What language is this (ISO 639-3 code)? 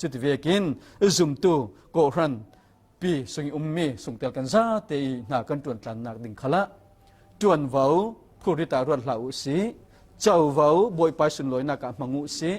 cfm